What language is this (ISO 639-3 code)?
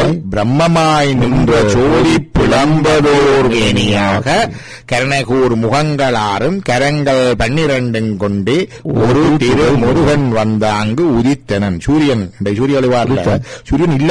tam